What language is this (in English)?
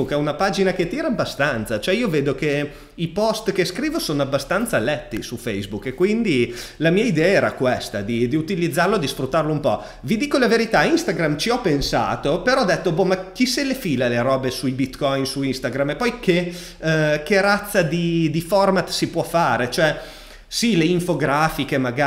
Italian